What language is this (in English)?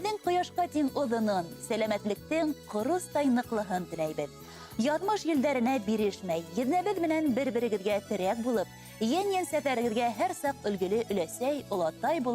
Bashkir